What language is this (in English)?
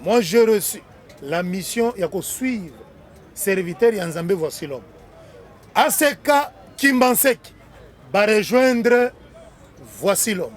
Lingala